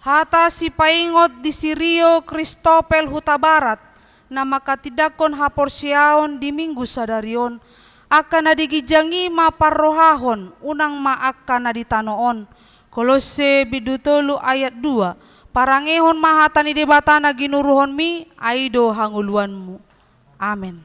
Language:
Batak Toba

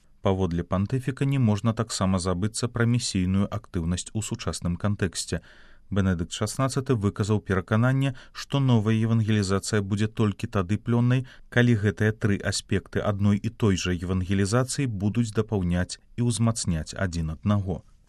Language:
Belarusian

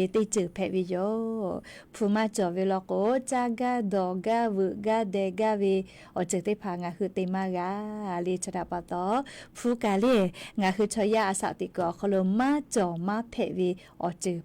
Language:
Lahu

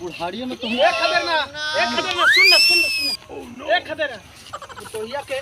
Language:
Magahi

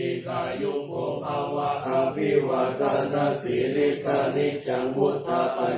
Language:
Pali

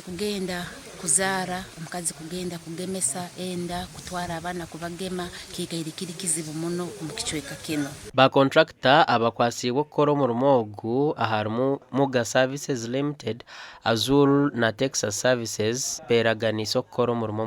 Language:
Nyankole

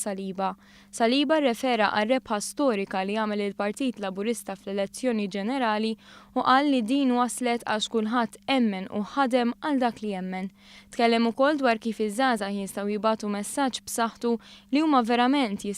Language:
Maltese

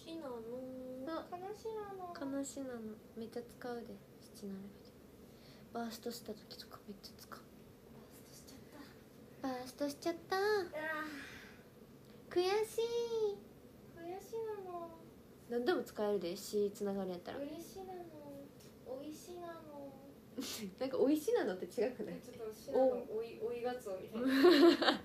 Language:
Japanese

